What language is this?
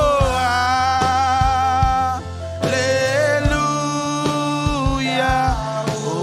Marshallese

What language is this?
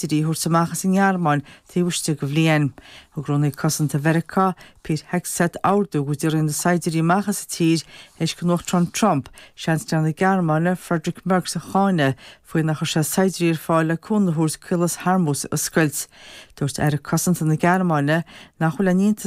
Irish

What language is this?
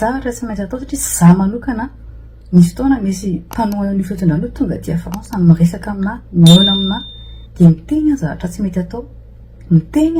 Malagasy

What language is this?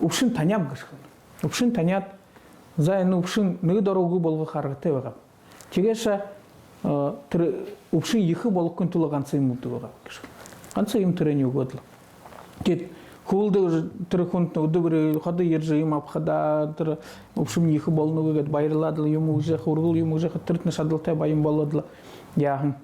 Buriat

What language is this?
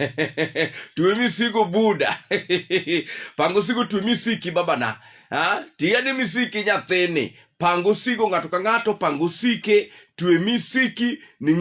Luo (Kenya and Tanzania)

